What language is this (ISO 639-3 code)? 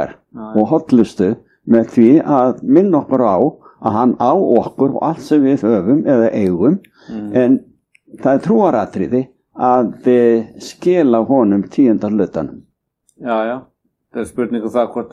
isl